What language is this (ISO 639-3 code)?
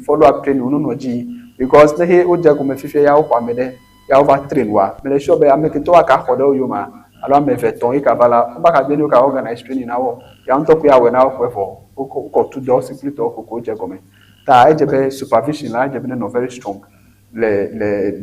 ewe